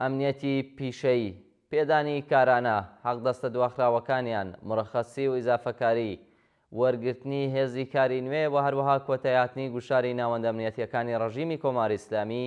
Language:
Central Kurdish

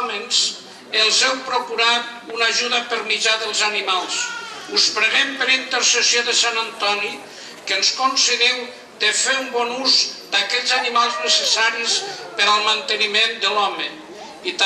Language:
Catalan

